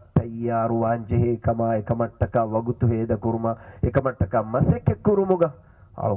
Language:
Divehi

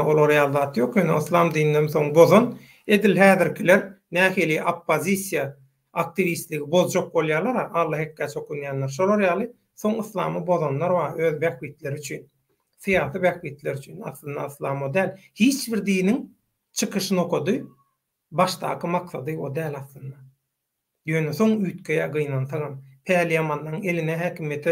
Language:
Turkmen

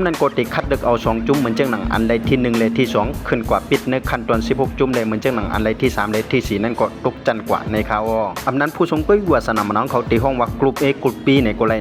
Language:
Shan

